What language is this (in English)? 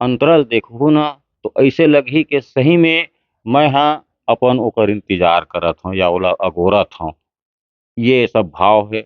Chhattisgarhi